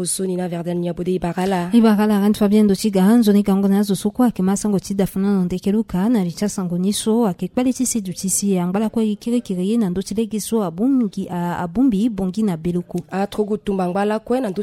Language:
Sango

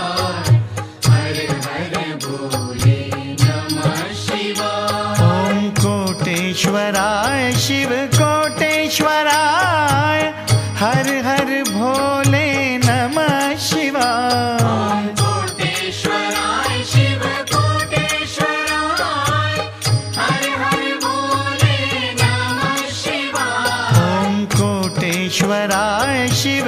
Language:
Hindi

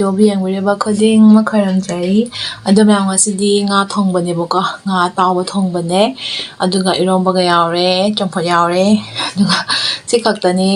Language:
Manipuri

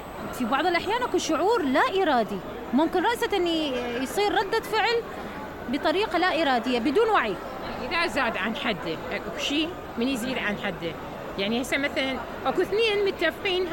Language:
Mesopotamian Arabic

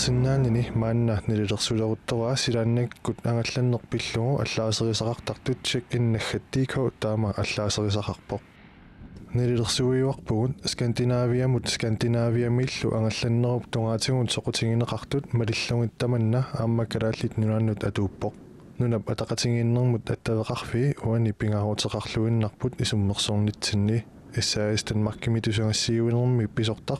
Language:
Kalaallisut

